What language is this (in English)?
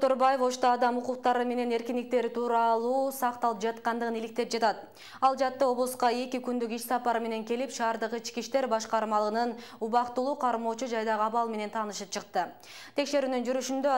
Kyrgyz